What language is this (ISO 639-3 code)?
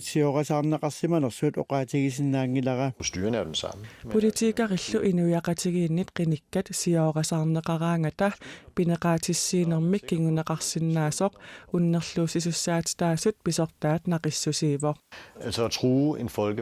kal